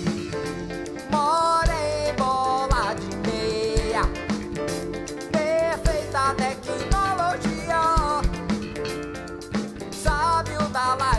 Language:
Portuguese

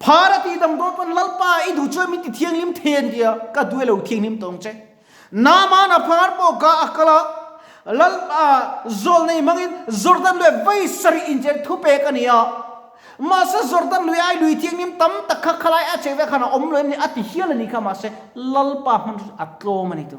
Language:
Mizo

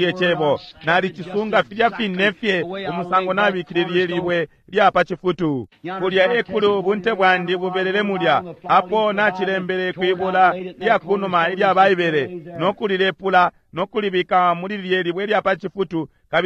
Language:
Bemba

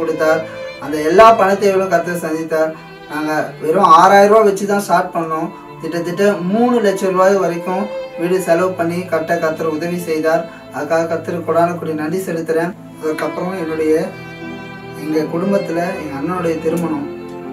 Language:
Tamil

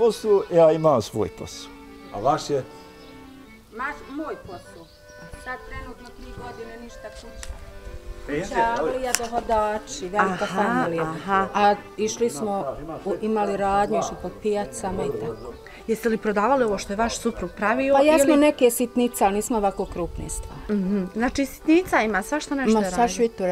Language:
Bosnian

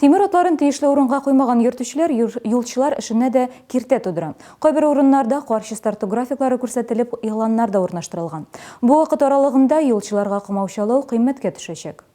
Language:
Tatar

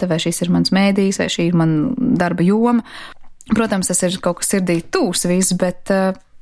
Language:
Latvian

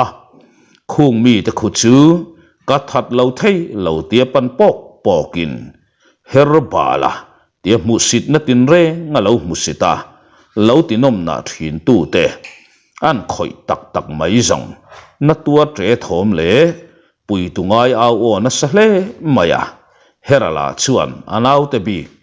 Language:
Mizo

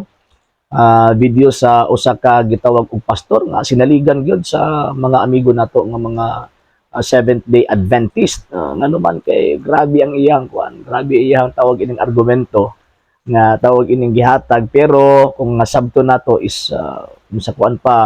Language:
Cebuano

